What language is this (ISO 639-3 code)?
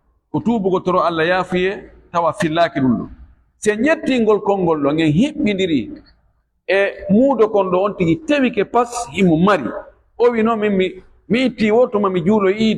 ful